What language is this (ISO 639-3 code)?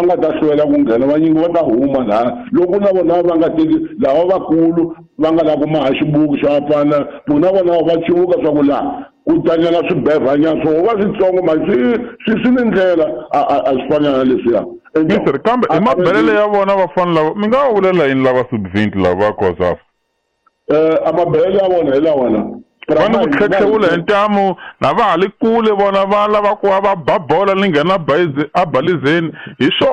tso